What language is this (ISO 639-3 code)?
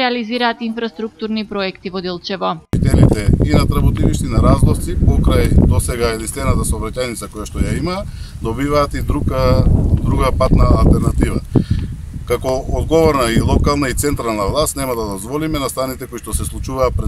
mkd